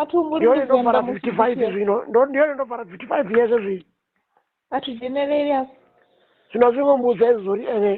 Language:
Venda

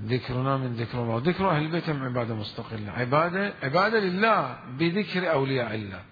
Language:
Mesopotamian Arabic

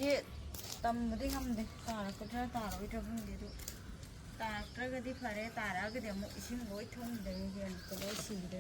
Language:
Manipuri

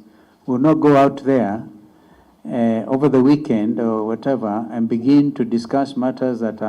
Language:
Kamba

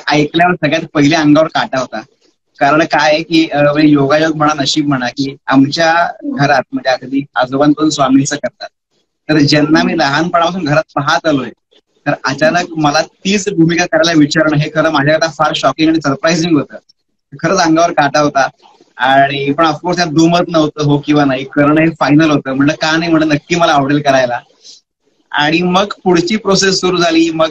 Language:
Marathi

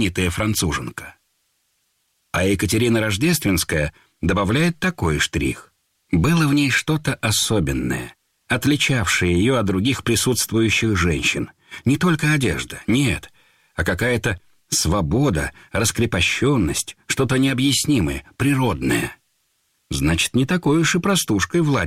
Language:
Russian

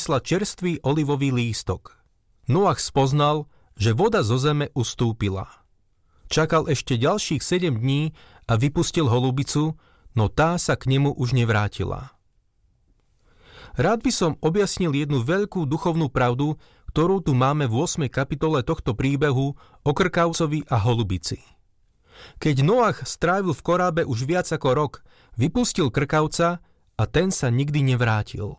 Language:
Slovak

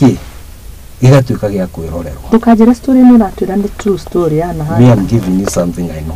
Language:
Kikuyu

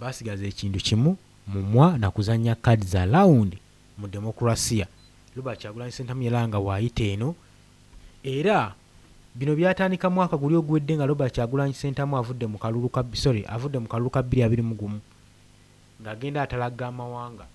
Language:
Ganda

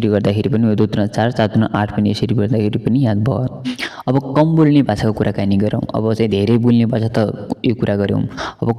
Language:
Nepali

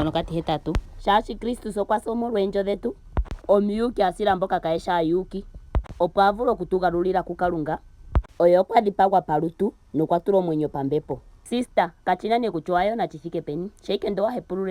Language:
Ndonga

